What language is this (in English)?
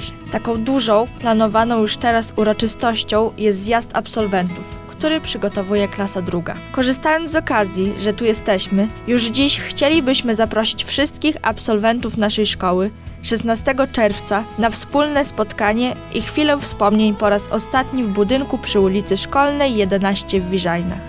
Polish